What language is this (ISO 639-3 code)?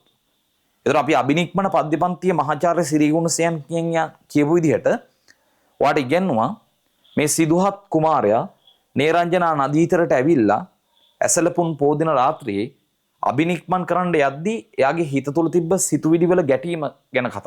sin